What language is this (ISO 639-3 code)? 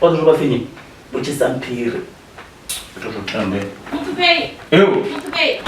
ven